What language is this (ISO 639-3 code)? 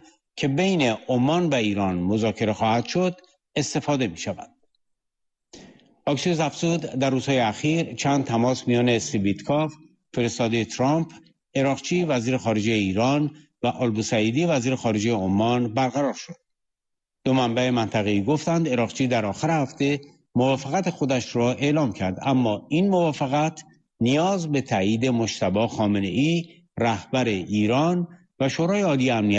fas